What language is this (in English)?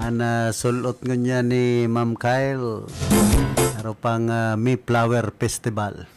Bikol